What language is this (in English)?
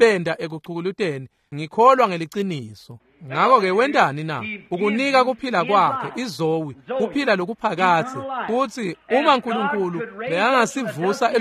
Swati